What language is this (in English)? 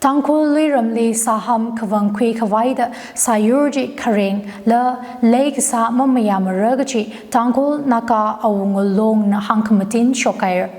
Tangkhul Naga (India)